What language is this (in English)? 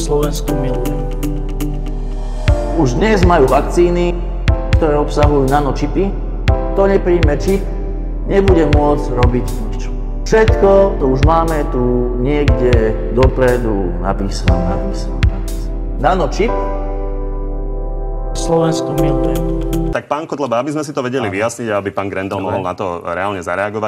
Slovak